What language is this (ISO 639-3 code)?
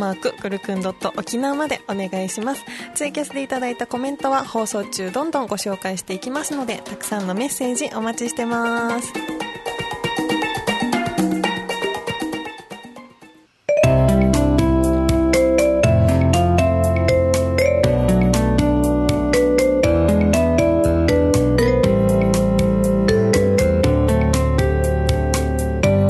jpn